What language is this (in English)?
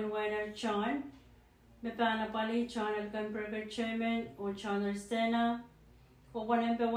Pohnpeian